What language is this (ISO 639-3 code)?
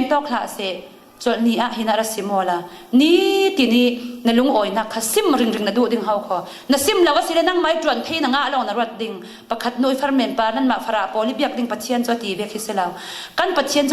cfm